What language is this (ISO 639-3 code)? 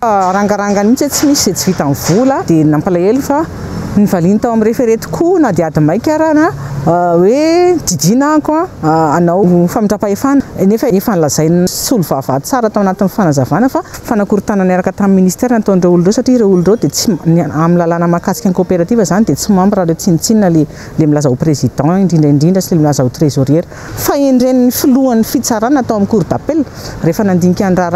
mlg